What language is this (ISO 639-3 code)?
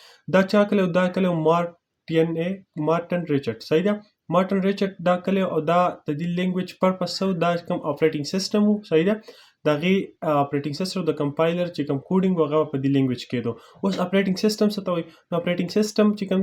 pus